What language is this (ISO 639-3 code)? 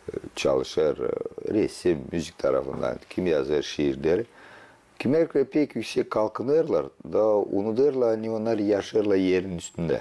gag